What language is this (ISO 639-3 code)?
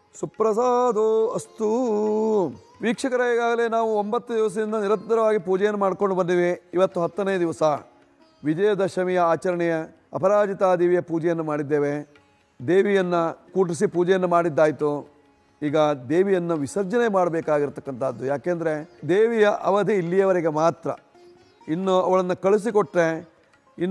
kan